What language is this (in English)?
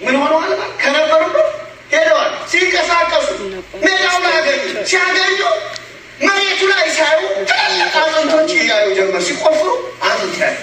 Amharic